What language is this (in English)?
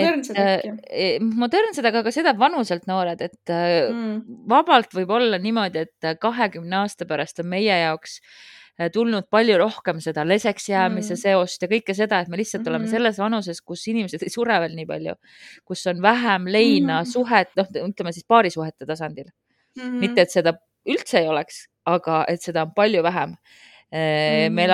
Estonian